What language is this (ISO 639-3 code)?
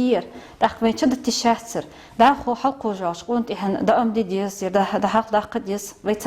inh